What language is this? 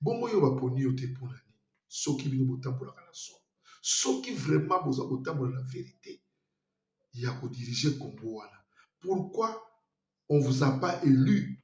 Lingala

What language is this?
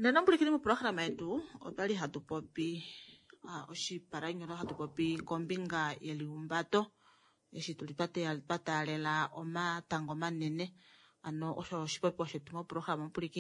Kuanyama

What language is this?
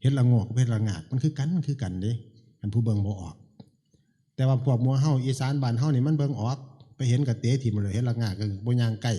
Northeastern Thai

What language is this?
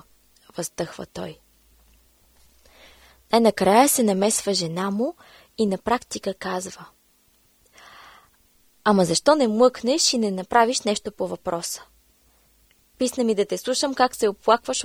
Bulgarian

